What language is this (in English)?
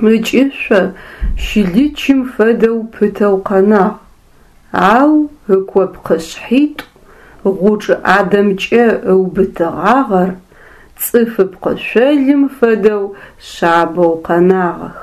Adyghe